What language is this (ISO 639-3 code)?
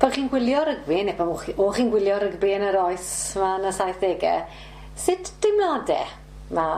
cym